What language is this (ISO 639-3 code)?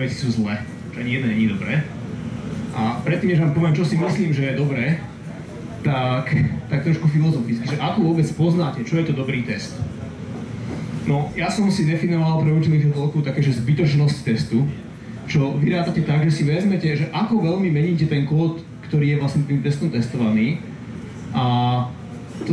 slk